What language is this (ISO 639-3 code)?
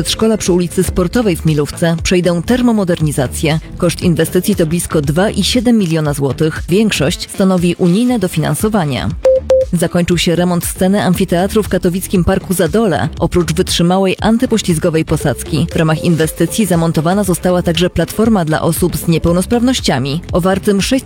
pol